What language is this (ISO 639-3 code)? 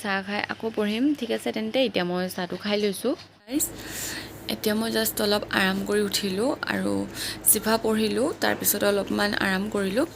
asm